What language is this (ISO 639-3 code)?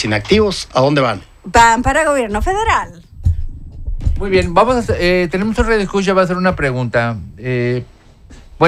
spa